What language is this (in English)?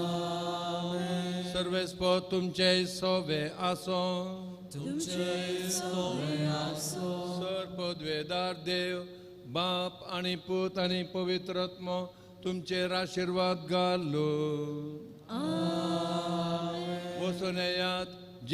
Konkani